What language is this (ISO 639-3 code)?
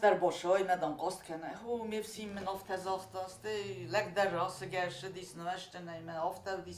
oss